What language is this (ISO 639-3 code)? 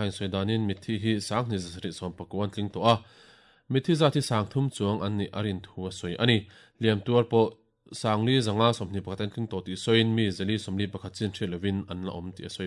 lus